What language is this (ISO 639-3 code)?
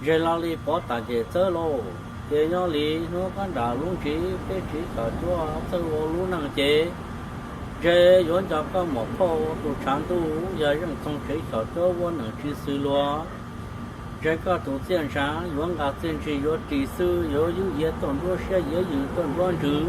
hmn